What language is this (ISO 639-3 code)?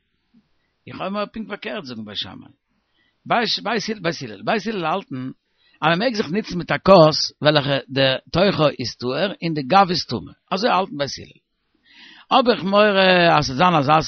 yid